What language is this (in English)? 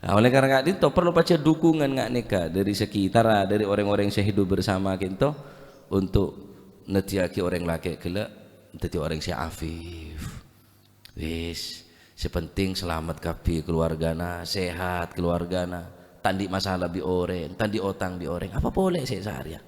Madurese